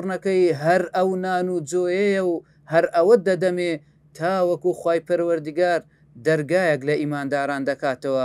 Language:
Central Kurdish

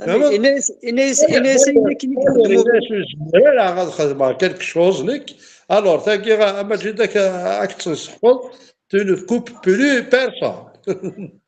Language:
Kabyle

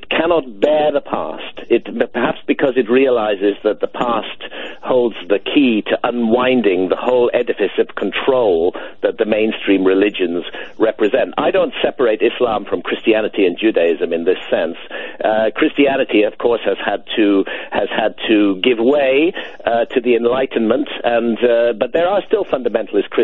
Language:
English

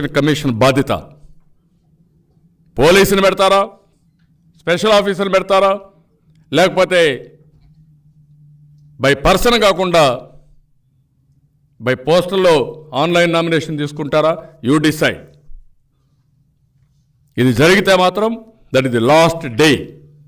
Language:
Telugu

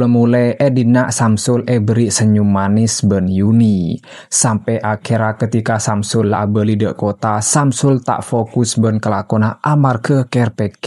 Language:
Madurese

